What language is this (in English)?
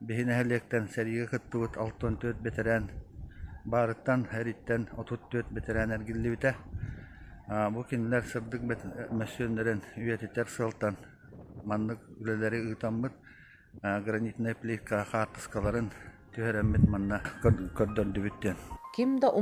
Yakut